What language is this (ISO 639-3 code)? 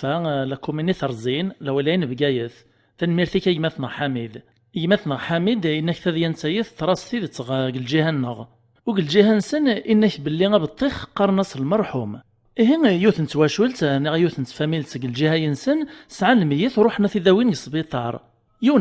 kab